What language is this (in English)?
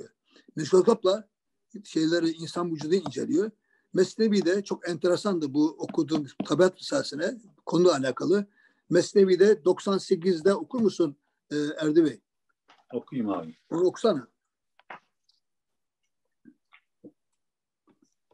Turkish